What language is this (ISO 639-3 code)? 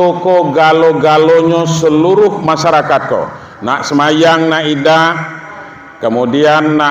min